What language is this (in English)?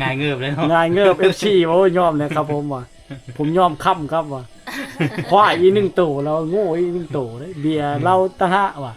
Lao